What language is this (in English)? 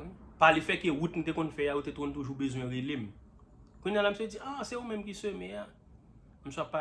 Haitian Creole